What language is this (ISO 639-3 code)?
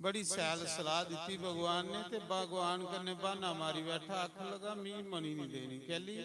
doi